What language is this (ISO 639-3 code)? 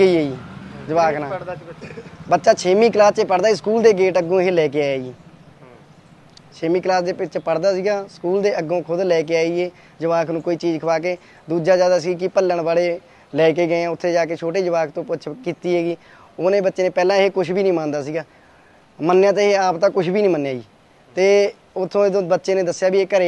pan